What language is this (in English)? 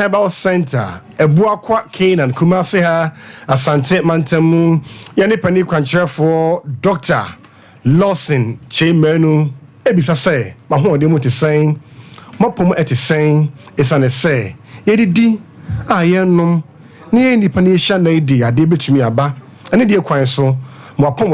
Akan